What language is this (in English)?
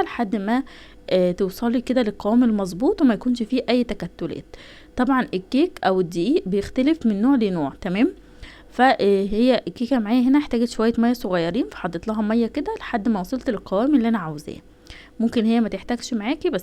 Egyptian Arabic